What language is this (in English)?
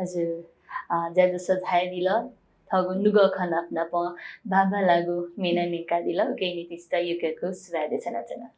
Newari